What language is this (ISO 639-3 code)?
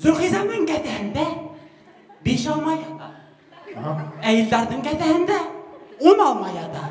bak